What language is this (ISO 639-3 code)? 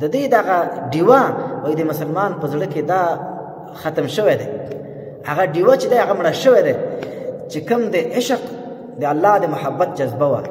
pus